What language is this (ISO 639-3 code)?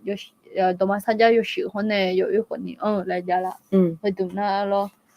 ahk